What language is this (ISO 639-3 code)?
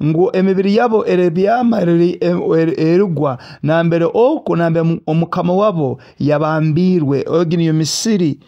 nyo